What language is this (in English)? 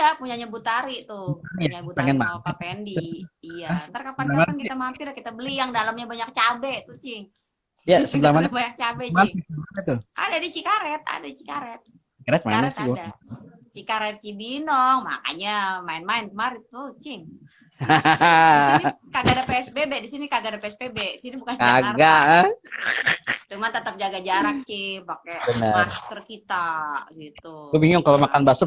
Betawi